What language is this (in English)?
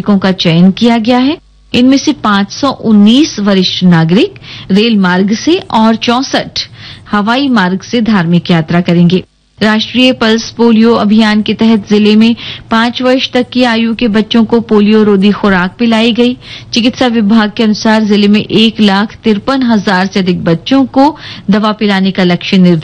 Hindi